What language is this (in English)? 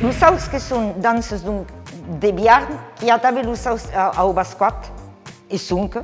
Occitan